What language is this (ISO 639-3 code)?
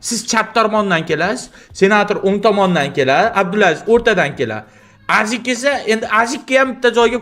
uzb